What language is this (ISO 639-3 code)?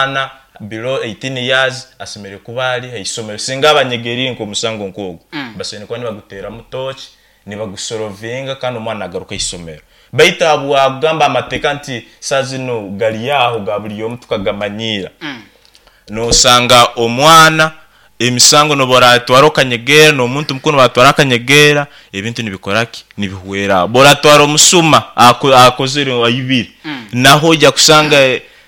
nyn